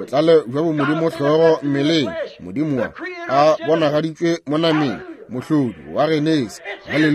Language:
Northern Sotho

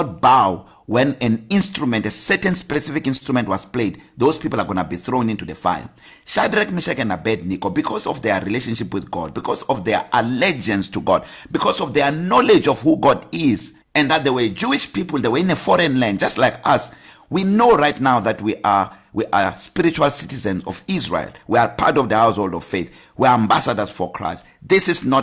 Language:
English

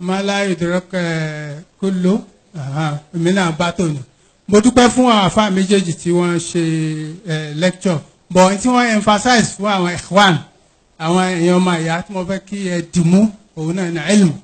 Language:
Yoruba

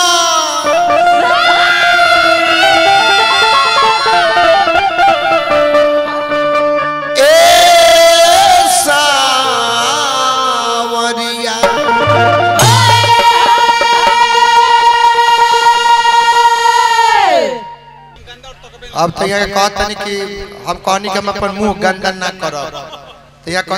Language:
Bhojpuri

